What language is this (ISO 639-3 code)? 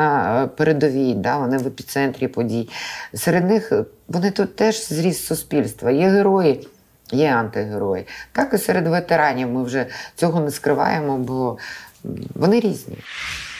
ukr